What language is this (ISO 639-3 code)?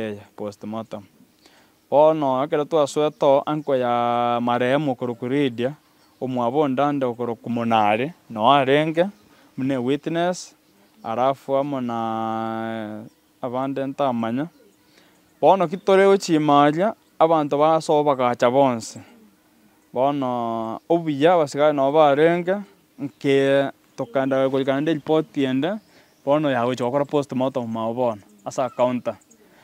guz